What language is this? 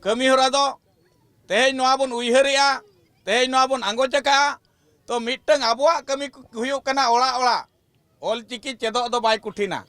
Santali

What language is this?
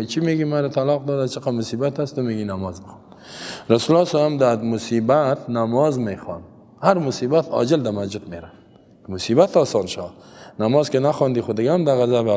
Persian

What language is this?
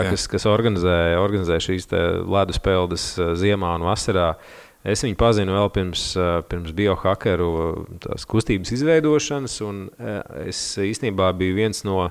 Latvian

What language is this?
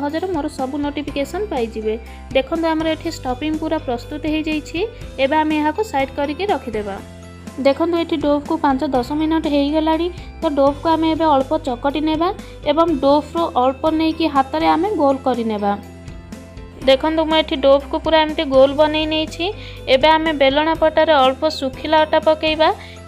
Odia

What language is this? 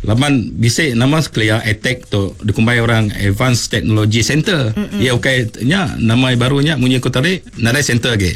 Iban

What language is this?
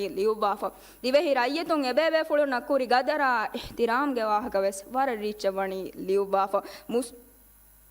Divehi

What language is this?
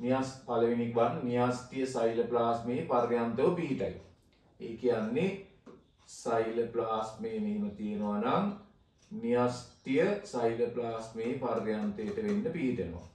Sinhala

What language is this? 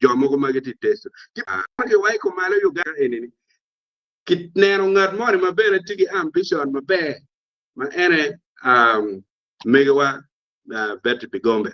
Acoli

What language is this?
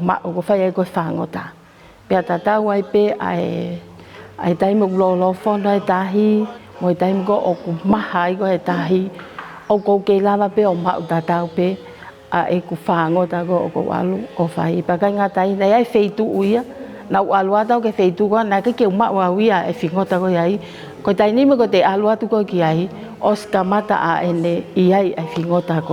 Tongan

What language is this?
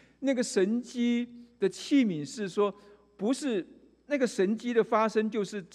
Chinese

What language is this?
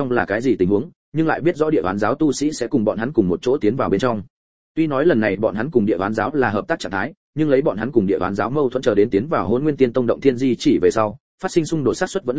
Vietnamese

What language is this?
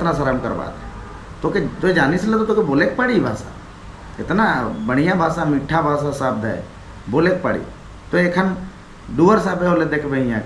Sadri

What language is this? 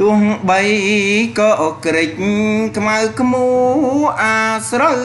Khmer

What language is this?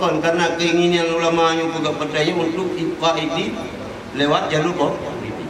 Achinese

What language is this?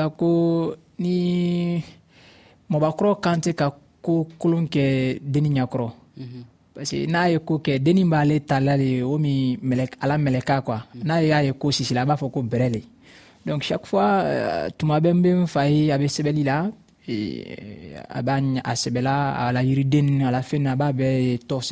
Dyula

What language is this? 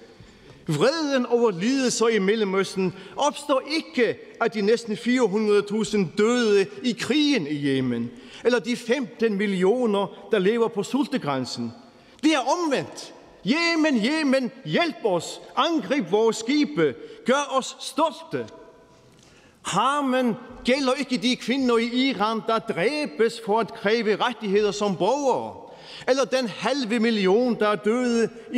Danish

